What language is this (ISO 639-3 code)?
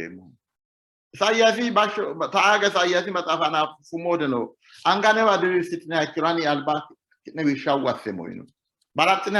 sid